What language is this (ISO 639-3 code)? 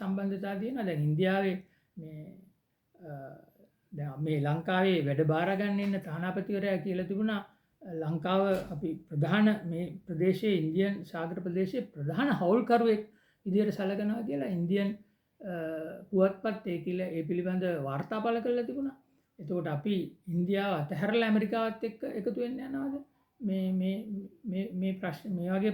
sin